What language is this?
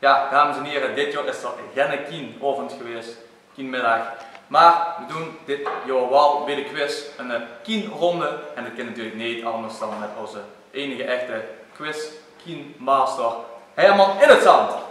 Limburgish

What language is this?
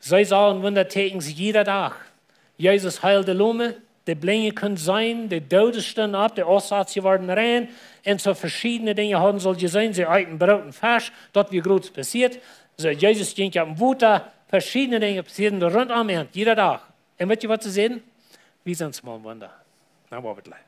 Plautdietsch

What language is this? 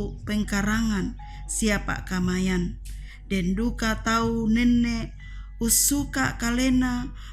Toraja-Sa'dan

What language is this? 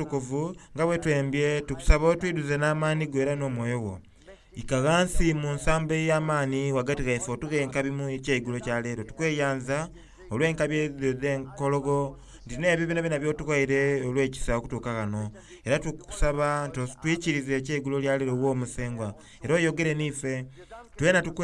Soga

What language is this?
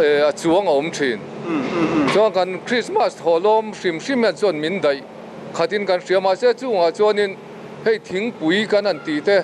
Mizo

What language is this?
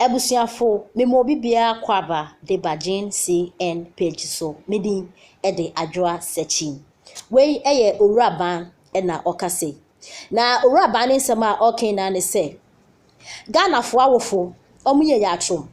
Akan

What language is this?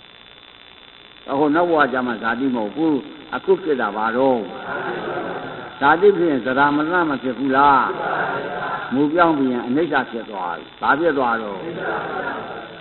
Burmese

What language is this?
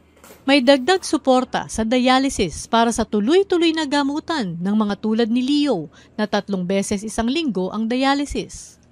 Filipino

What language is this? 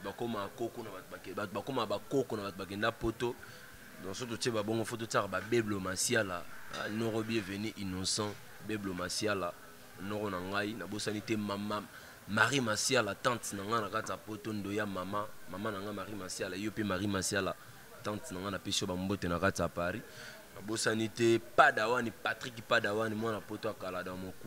Lingala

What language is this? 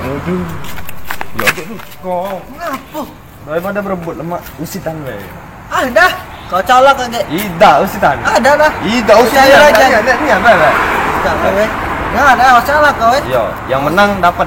Musi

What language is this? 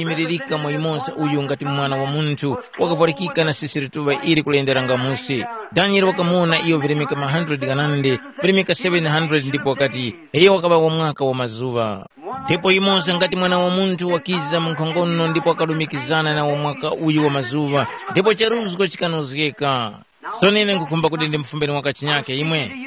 Tumbuka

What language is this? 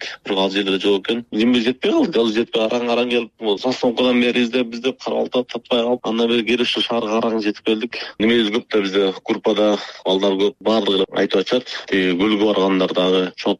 Kyrgyz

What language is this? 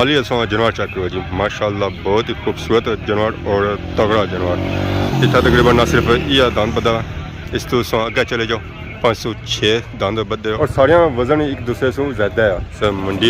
Pahari-Potwari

